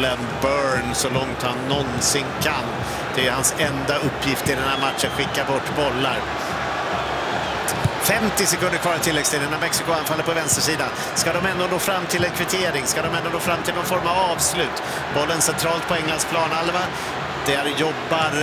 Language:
Swedish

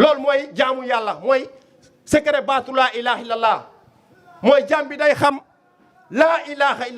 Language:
Wolof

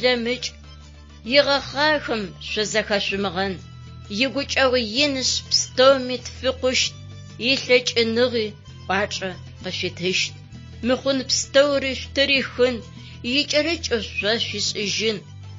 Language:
Adyghe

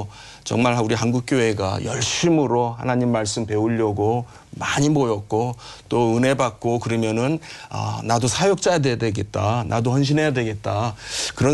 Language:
Korean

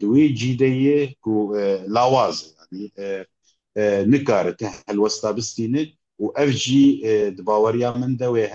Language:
Kurdish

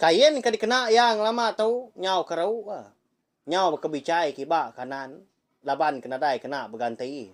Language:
Iban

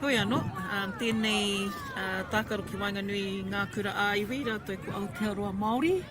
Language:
Māori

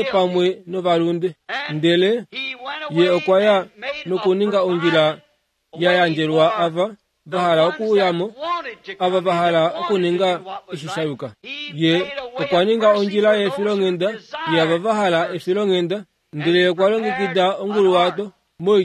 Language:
Kuanyama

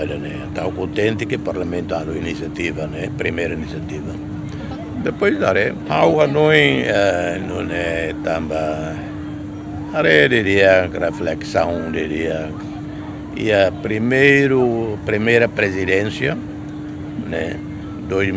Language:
Tetum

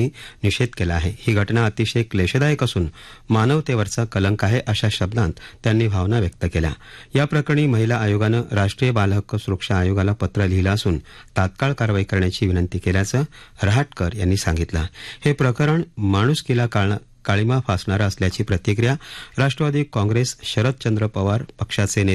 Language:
Marathi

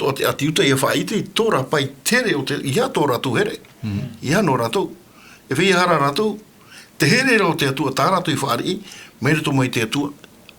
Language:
Tahitian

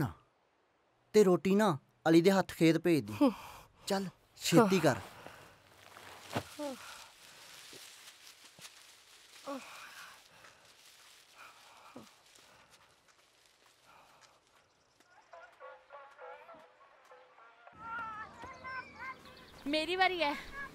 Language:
Punjabi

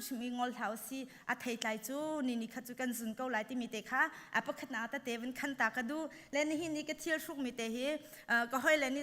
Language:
Hakha Chin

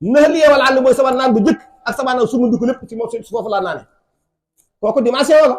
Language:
Wolof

